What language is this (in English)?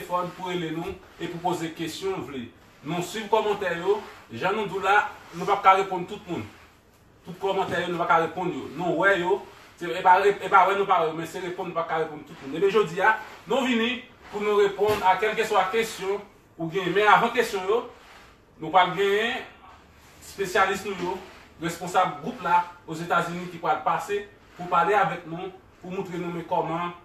Haitian Creole